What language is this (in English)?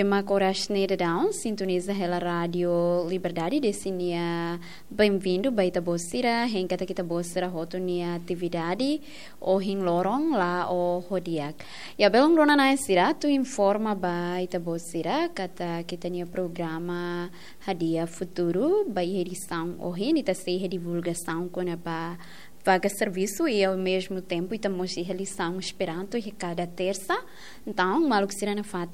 Tetum